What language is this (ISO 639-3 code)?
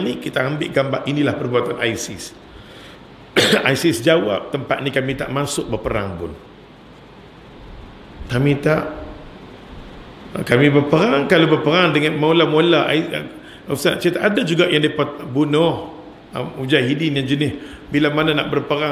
msa